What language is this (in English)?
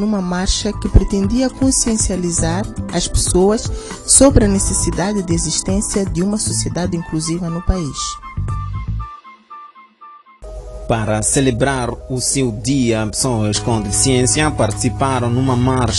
Portuguese